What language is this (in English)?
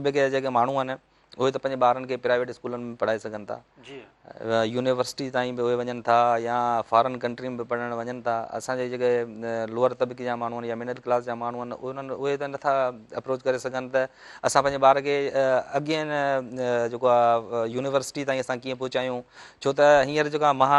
Sindhi